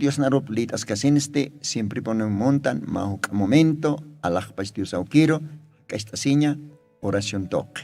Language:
Aymara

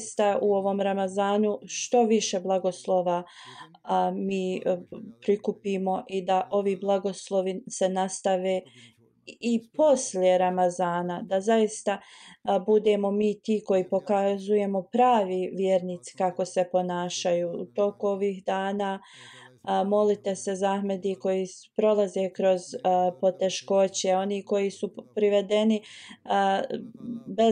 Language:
Bosnian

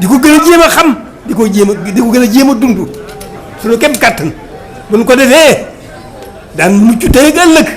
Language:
Wolof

